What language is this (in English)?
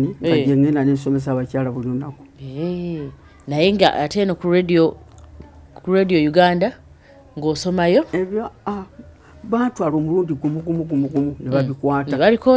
Ganda